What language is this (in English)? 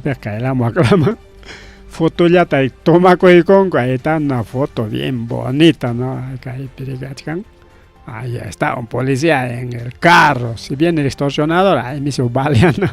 Ayacucho Quechua